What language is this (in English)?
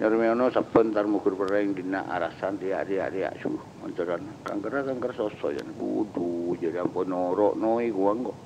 Madurese